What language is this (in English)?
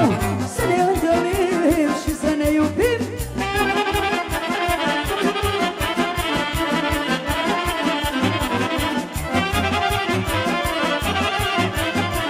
Romanian